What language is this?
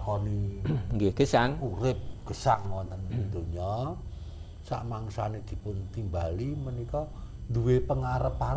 Javanese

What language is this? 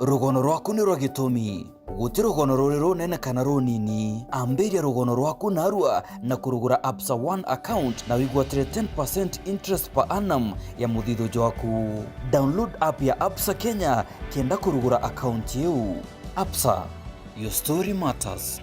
Meru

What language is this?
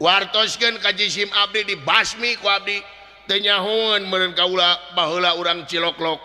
Sundanese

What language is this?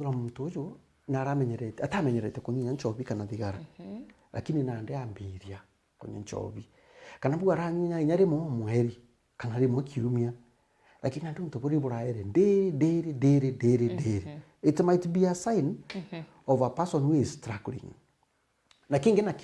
Meru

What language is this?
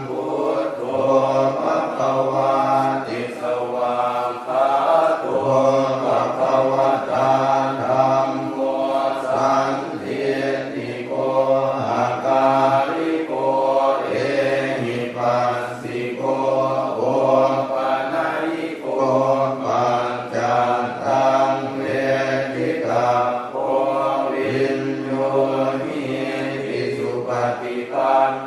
Pali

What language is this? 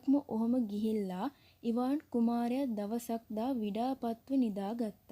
Sinhala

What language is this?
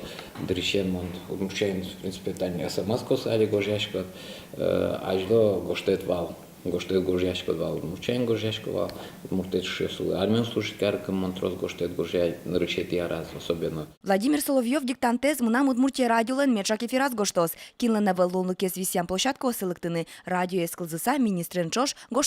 Udmurt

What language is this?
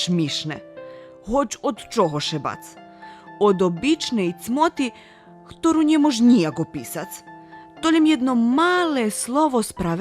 Rusyn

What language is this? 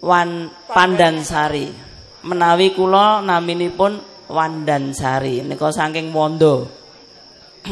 Javanese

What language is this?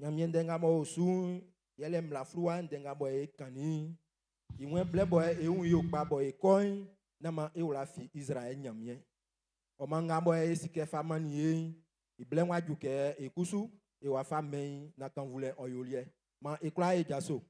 Baoulé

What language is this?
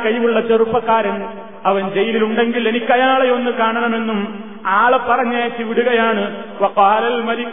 Malayalam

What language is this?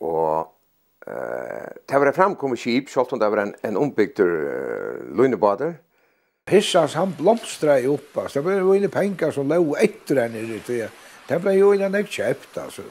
Faroese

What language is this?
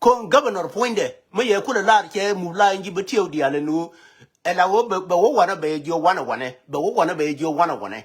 Nuer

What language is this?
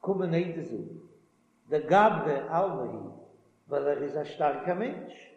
Yiddish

